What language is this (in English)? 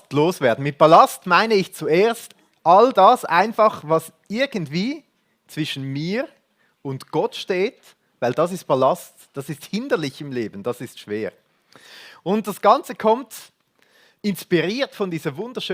Swiss German